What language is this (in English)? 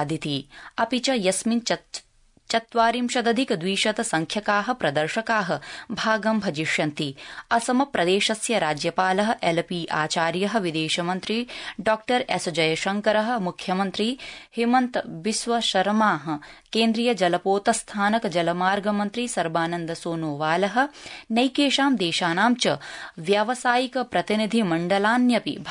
Sanskrit